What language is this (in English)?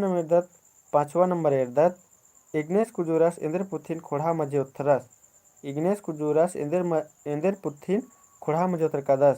Kurukh